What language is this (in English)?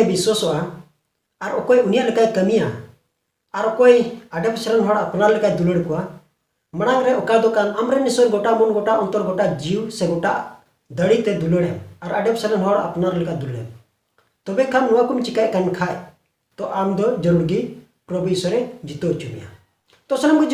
Santali